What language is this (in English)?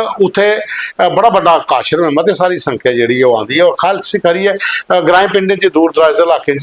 Dogri